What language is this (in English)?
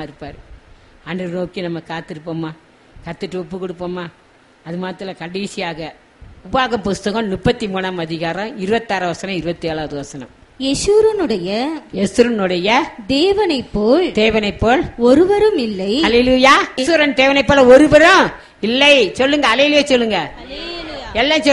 Tamil